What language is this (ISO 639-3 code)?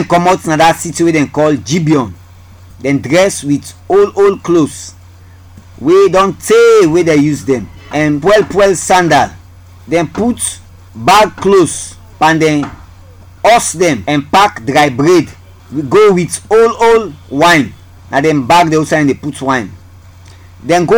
kri